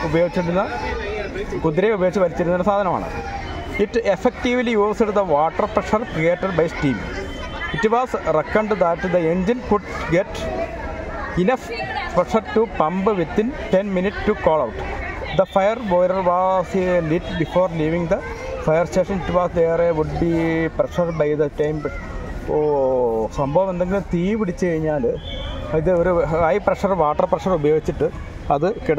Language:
Malayalam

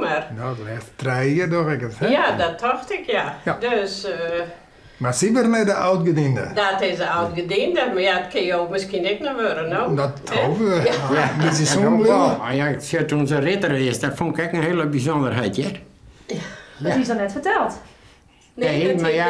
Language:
Western Frisian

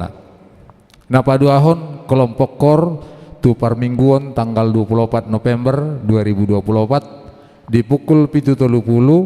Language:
Batak Toba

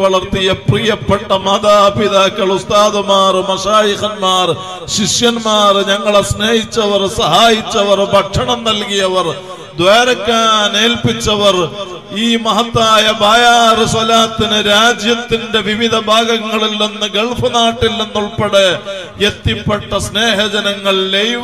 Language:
Malayalam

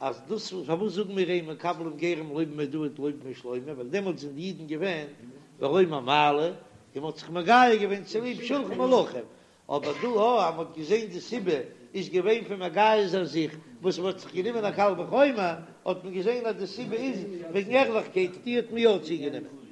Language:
Yiddish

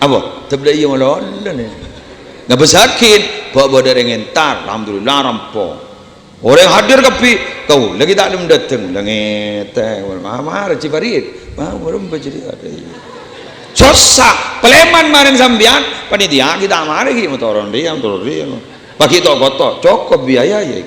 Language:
Madurese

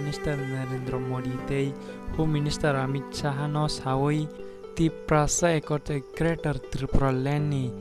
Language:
Kok Borok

